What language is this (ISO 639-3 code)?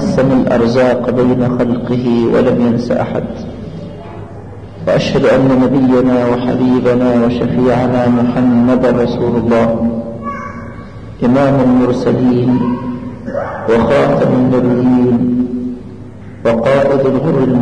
ara